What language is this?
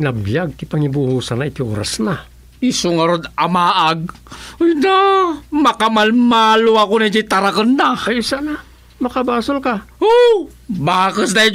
Iloko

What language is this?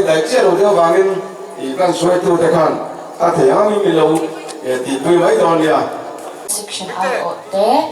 Mizo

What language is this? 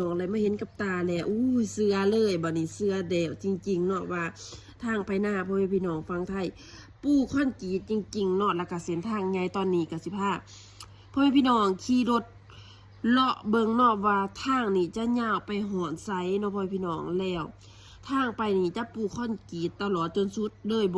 Lao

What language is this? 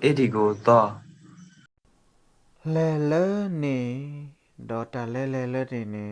S'gaw Karen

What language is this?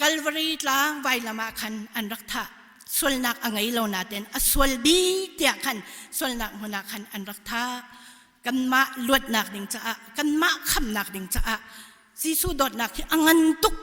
Hakha Chin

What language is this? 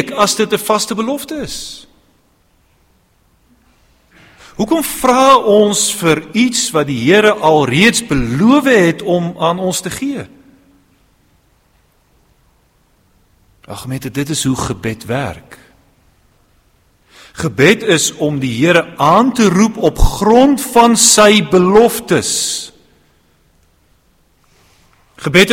Afrikaans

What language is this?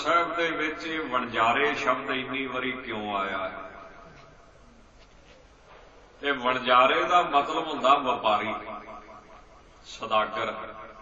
Punjabi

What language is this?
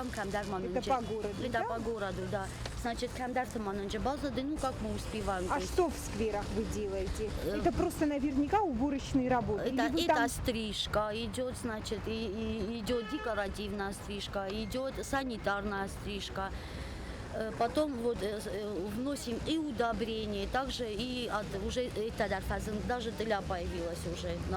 Ossetic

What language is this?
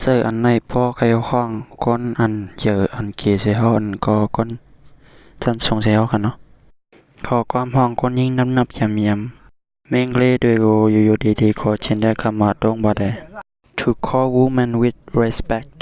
Shan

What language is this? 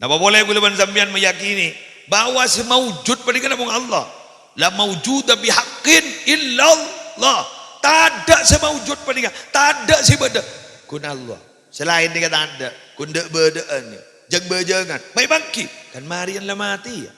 Madurese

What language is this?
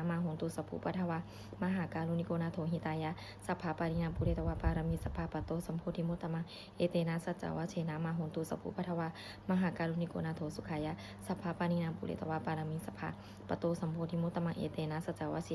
Pali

